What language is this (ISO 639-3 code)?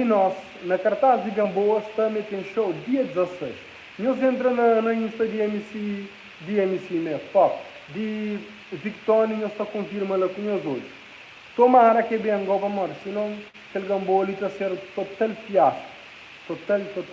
kea